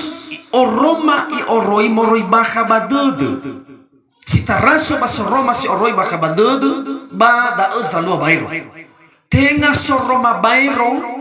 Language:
Nias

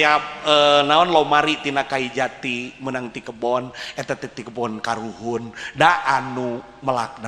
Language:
Sundanese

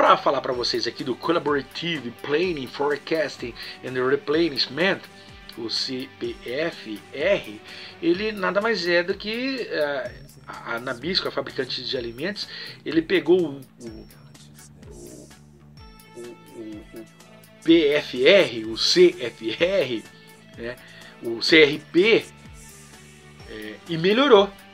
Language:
Portuguese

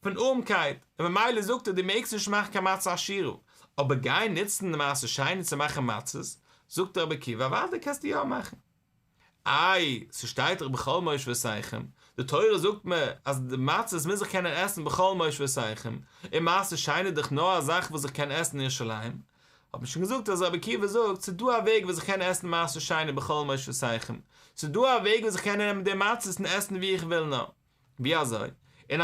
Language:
Yiddish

